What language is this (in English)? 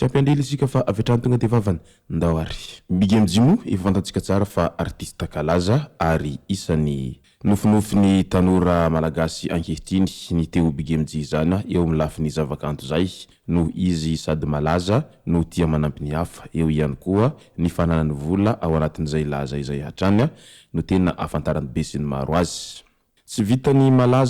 Malagasy